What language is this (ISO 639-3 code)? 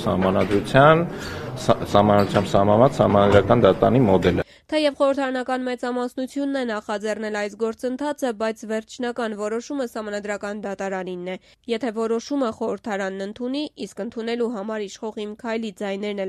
hye